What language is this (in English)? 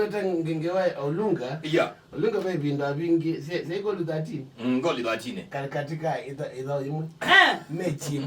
Kamba